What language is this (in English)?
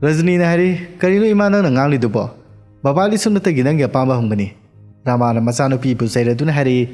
Manipuri